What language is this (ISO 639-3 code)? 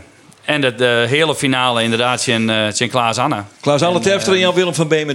fry